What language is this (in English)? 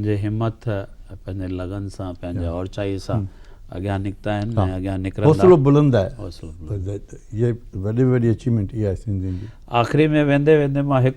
Sindhi